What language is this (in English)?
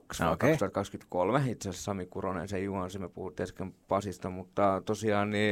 Finnish